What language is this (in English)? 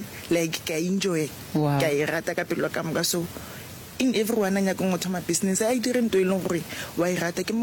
Northern Sotho